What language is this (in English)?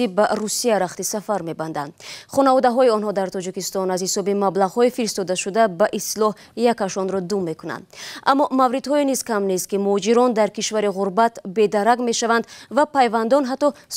Tajik